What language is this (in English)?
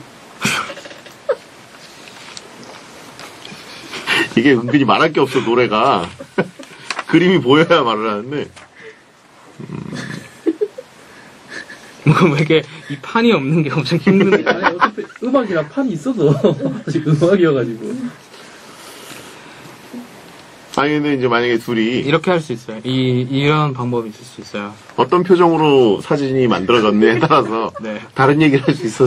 Korean